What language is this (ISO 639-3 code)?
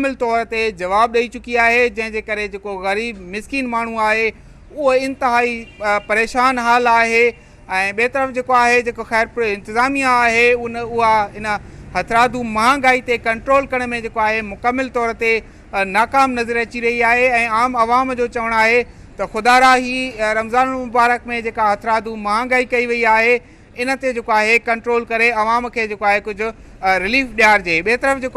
snd